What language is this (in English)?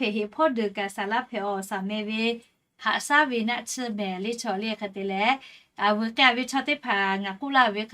Lahu